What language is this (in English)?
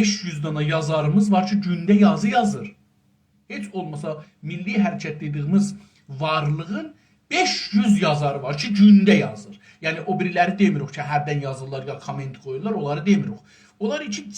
South Azerbaijani